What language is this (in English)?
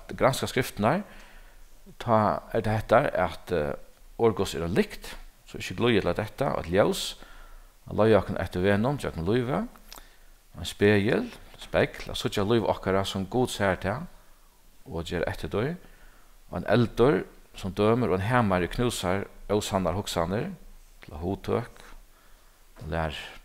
Faroese